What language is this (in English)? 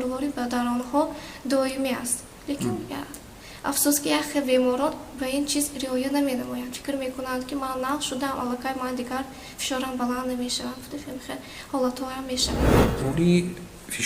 Tajik